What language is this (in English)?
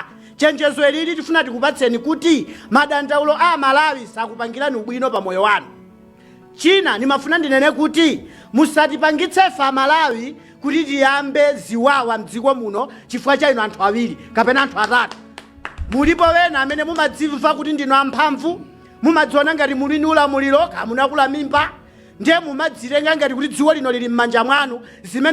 Nyanja